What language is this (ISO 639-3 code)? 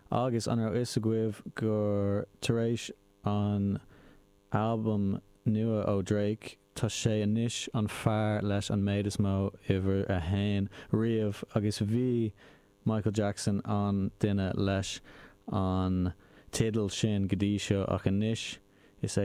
gle